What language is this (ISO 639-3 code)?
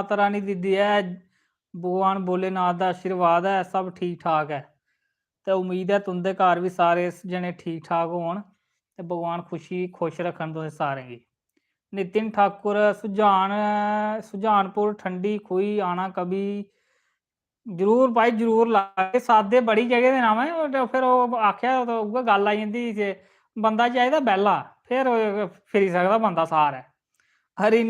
doi